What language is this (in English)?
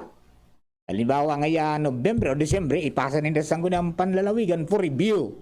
Bikol